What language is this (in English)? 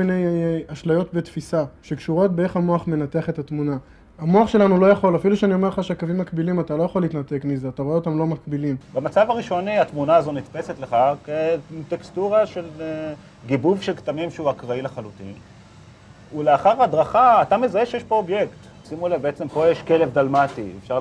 Hebrew